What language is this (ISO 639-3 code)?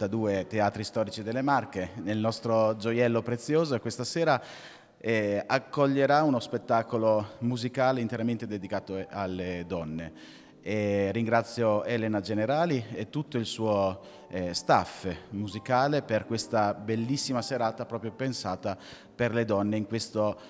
ita